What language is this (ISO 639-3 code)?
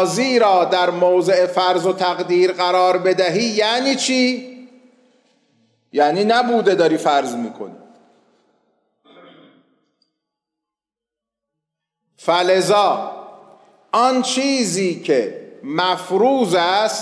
fas